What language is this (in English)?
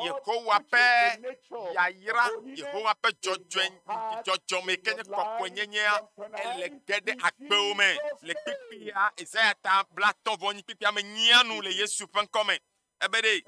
Ewe